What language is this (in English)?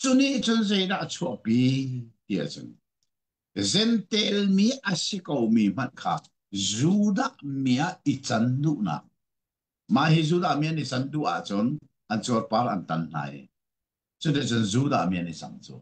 Hakha Chin